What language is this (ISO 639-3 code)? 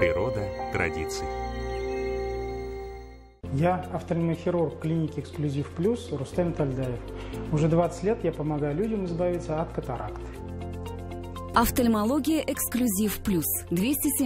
rus